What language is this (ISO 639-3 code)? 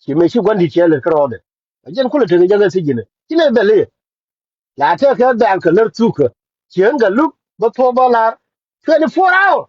nus